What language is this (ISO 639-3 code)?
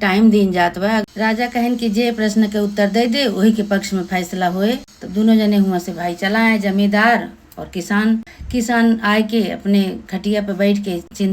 awa